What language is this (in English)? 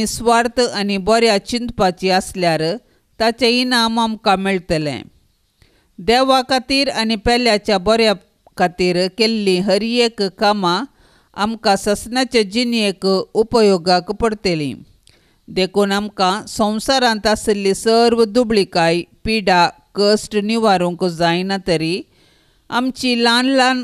Konkani